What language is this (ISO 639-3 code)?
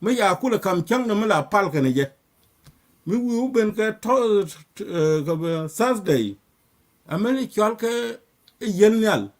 nus